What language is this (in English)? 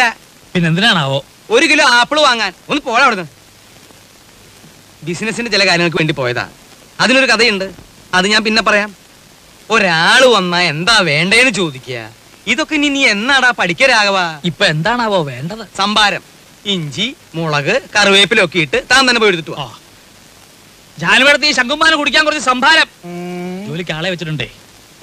Malayalam